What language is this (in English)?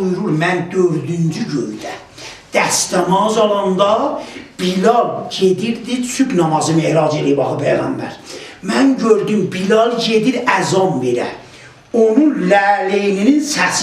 South Azerbaijani